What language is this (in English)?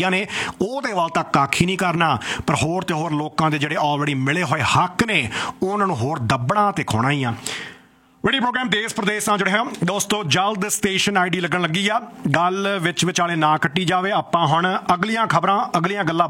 Punjabi